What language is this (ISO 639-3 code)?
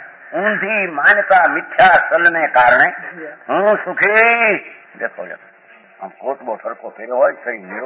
guj